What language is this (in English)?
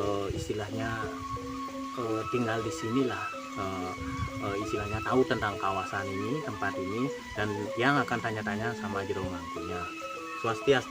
Balinese